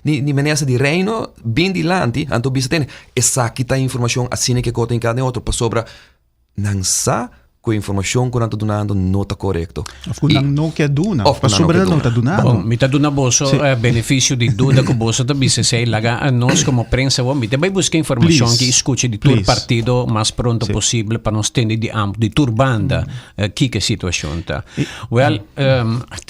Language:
Papiamento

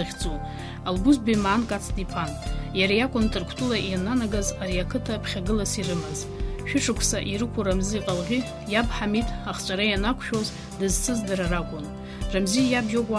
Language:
Abkhazian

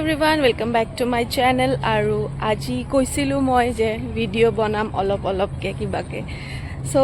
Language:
Assamese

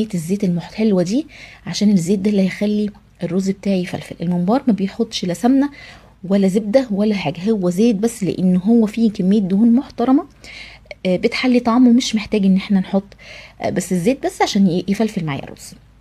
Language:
Egyptian Arabic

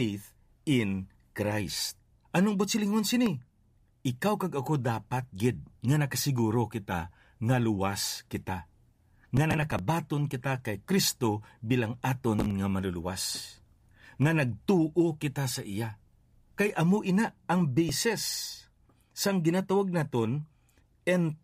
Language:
Hiligaynon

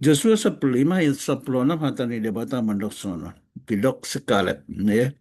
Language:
Batak Toba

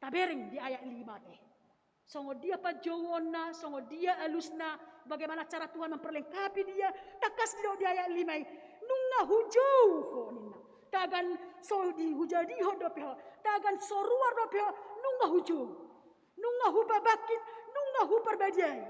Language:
Batak Toba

